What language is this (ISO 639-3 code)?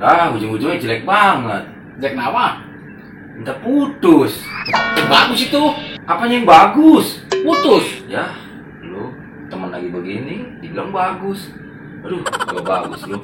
bew